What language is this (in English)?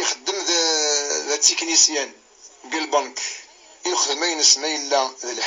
Kabyle